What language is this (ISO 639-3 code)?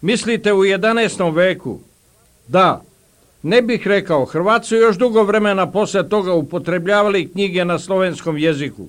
bos